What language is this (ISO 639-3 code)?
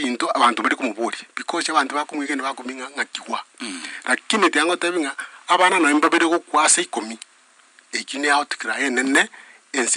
guz